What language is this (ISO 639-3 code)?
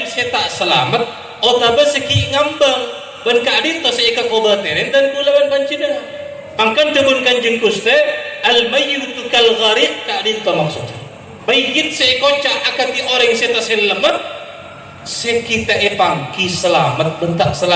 mad